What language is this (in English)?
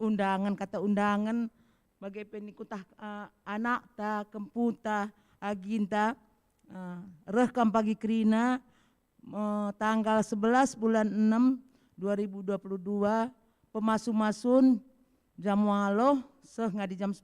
Batak Karo